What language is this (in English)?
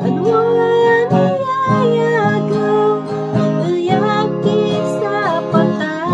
Kankanaey